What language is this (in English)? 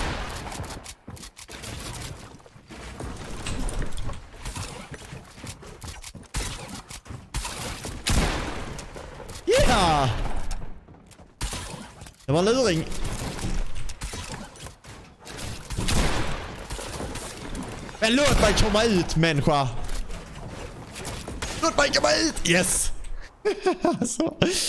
Swedish